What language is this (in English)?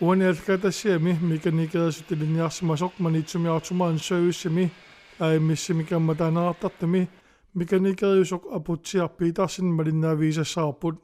Kalaallisut